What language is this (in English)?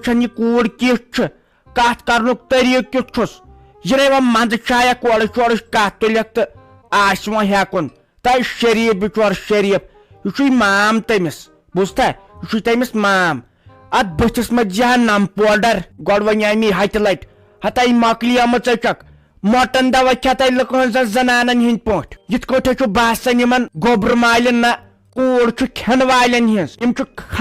Kashmiri